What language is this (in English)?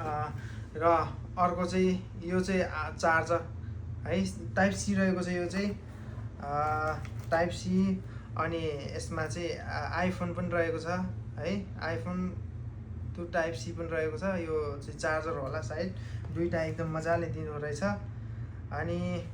Nepali